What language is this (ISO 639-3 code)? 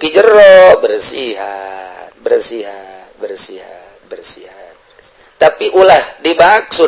sun